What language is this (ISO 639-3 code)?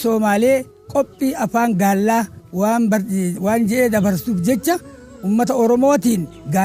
orm